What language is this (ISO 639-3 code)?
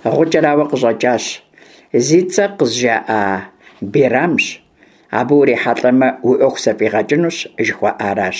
kbd